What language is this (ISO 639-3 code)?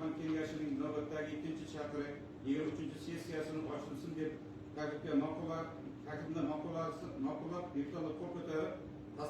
uzb